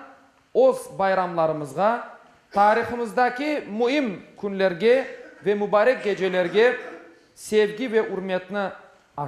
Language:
Crimean Tatar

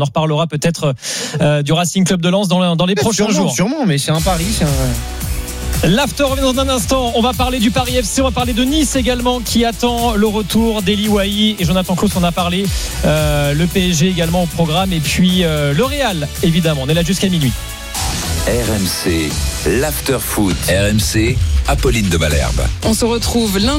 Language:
French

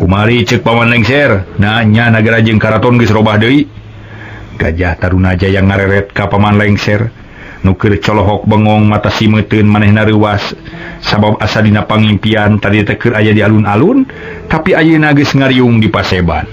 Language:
Sundanese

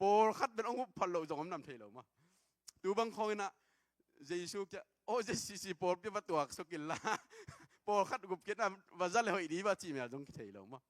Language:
Tedim Chin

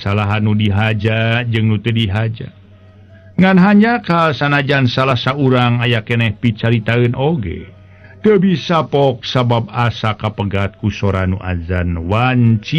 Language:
Sundanese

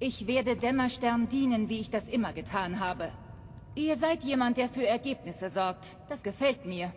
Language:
Bavarian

